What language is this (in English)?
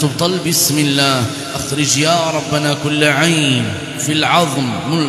Arabic